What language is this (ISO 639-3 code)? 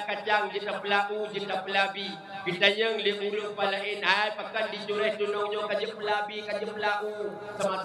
ace